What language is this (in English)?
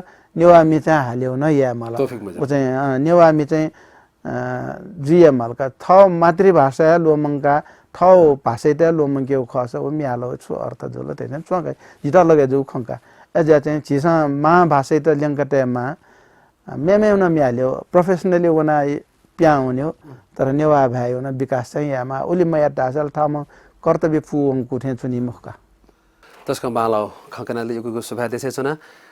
Newari